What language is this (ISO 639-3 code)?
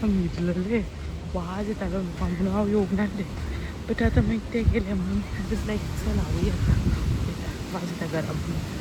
kok